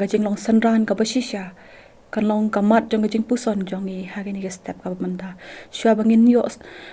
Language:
Khasi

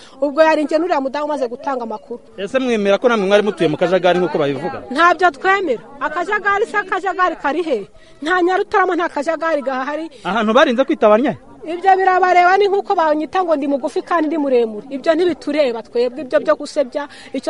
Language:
Kinyarwanda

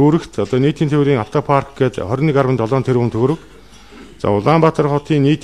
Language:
Mongolian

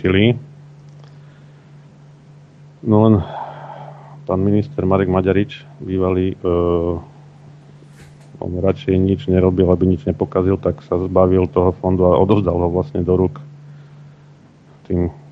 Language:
Slovak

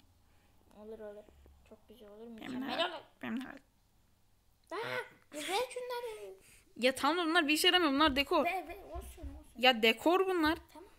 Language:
Turkish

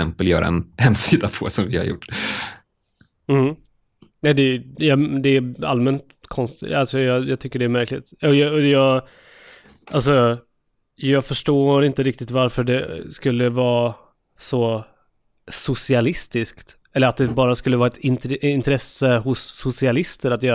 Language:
Swedish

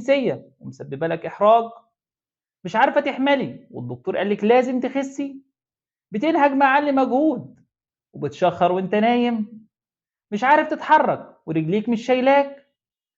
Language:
Egyptian Arabic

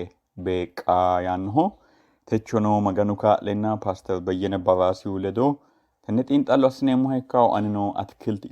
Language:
Sidamo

